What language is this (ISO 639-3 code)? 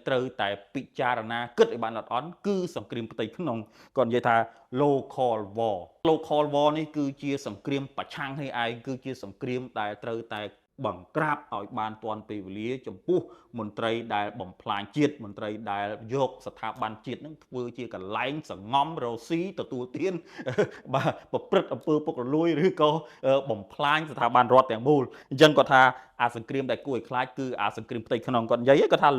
khm